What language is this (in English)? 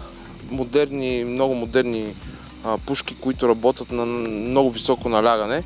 Bulgarian